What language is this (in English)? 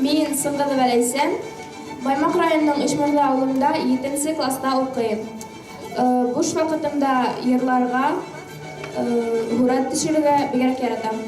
Bashkir